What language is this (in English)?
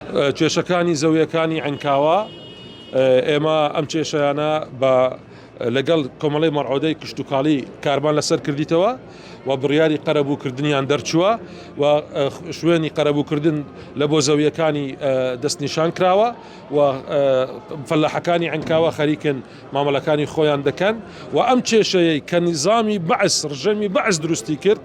Central Kurdish